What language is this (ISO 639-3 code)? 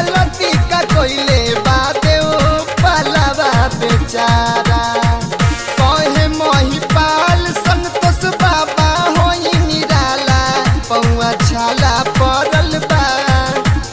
bho